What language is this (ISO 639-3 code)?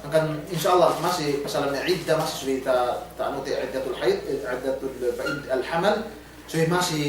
yka